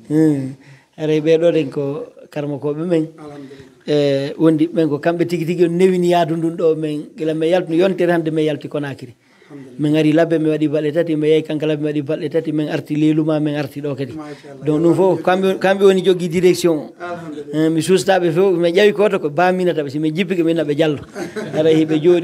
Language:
Pular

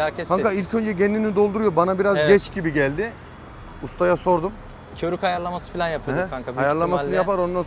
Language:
Turkish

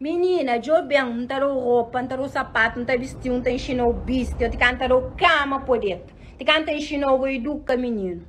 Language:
Kabuverdianu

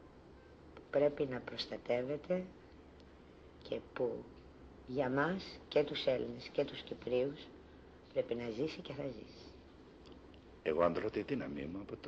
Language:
Greek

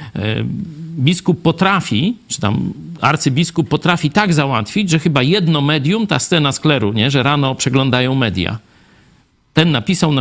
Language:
Polish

